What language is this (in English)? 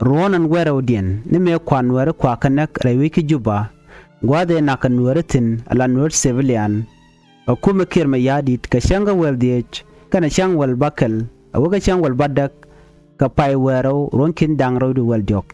Nuer